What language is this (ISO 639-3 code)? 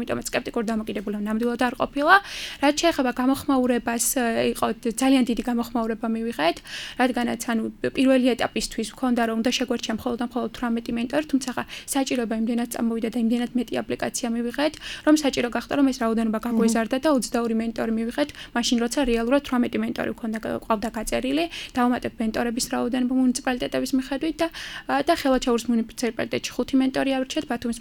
kat